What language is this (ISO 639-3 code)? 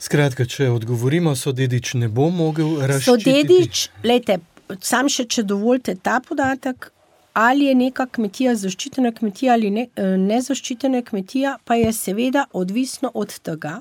slv